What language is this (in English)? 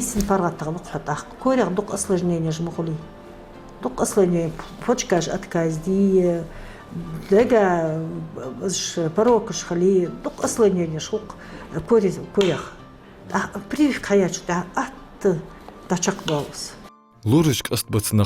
Ingush